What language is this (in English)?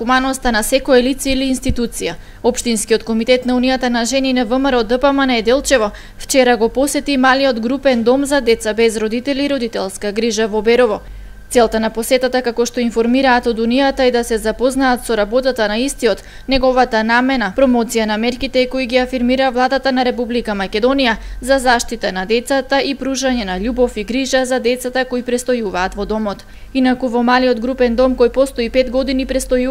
Macedonian